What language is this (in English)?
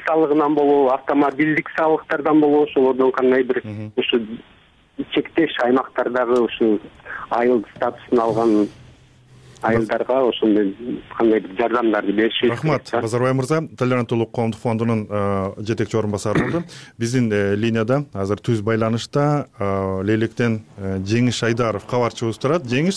Kyrgyz